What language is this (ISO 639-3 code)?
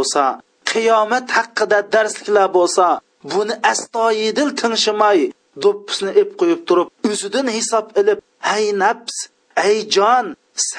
uig